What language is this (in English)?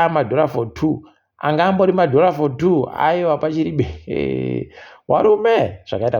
Ndau